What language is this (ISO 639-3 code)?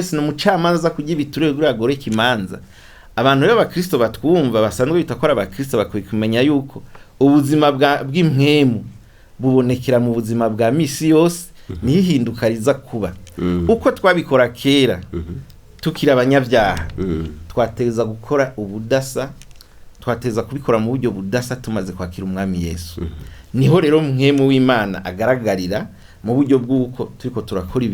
run